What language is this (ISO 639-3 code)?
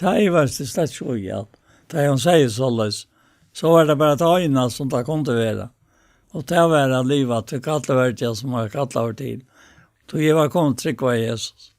fao